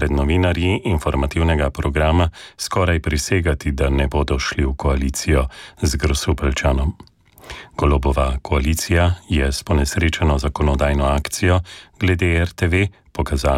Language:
Slovenian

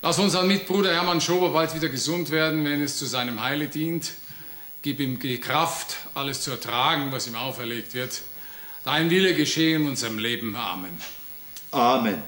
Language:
Bavarian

